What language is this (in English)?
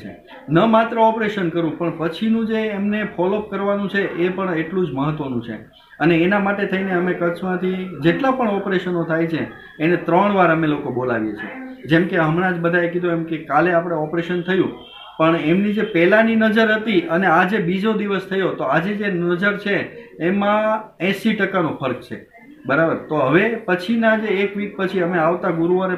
Gujarati